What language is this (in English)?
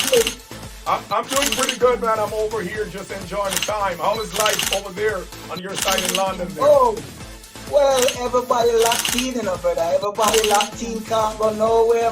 Jamaican Creole English